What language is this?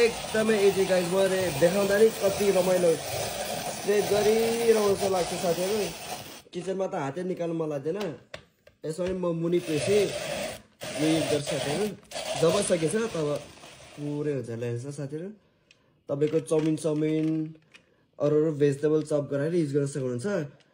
Nepali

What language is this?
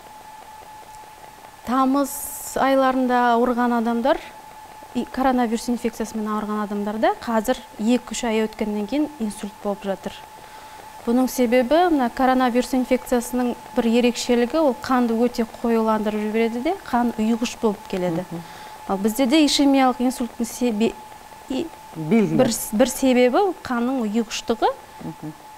Kazakh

